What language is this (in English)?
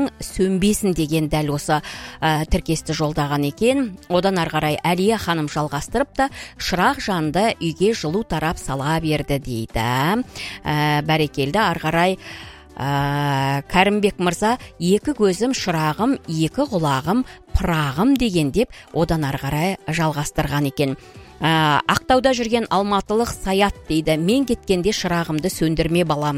Kazakh